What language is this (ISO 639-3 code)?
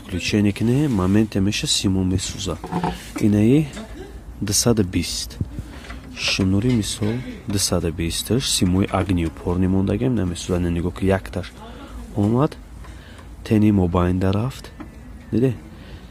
tgk